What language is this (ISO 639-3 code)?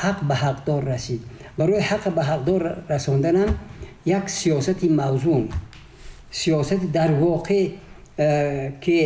tgk